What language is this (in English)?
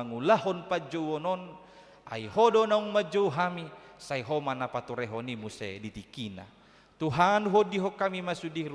Batak Toba